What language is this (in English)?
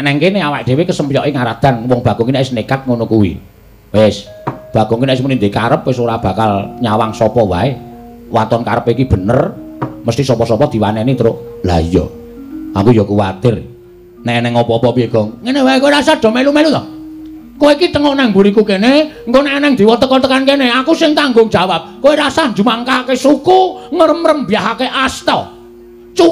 Javanese